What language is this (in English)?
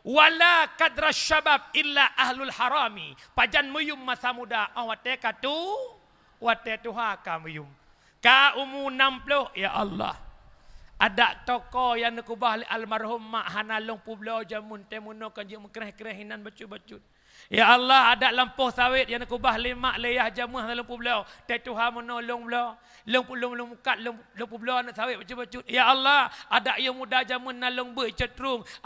Achinese